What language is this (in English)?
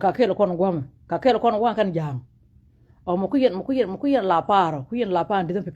Nuer